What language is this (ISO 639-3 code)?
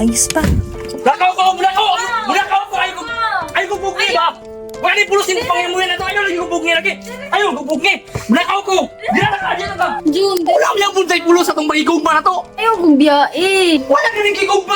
ceb